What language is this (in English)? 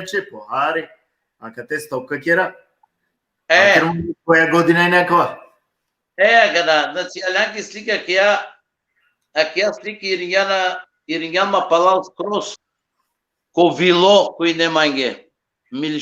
Balkan Romani